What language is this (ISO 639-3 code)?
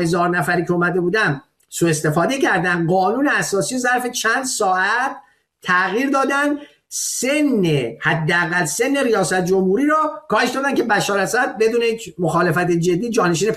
fas